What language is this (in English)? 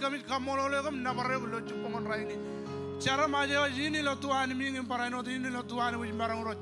Marshallese